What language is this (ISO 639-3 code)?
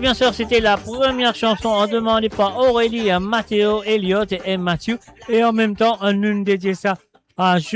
mfe